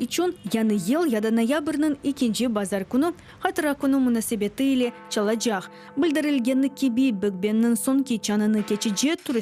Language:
Crimean Tatar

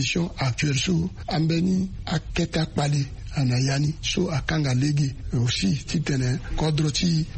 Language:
Sango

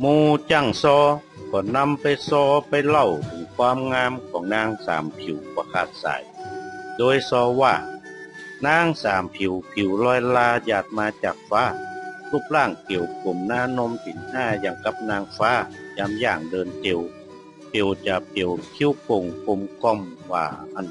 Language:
Northern Thai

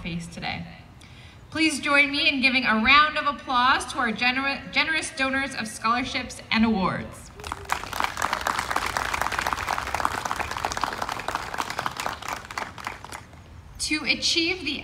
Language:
English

